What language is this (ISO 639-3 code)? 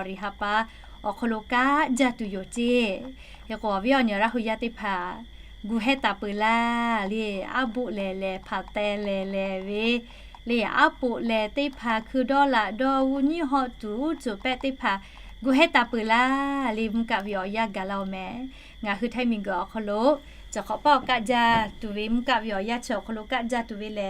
lhu